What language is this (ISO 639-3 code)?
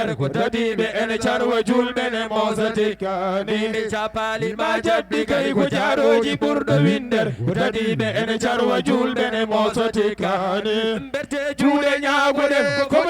ful